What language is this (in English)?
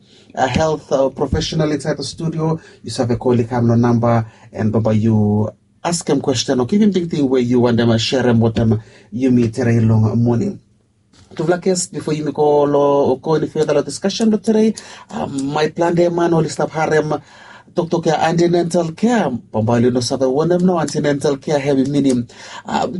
Bislama